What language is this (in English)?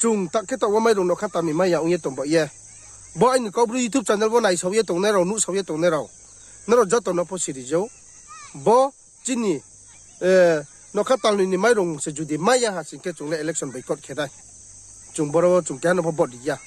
Riang (India)